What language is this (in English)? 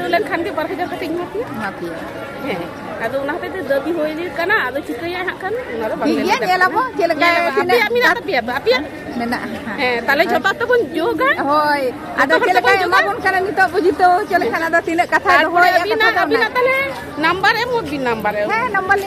Santali